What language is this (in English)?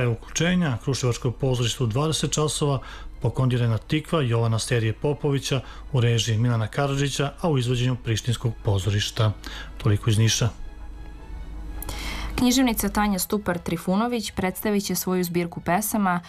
Serbian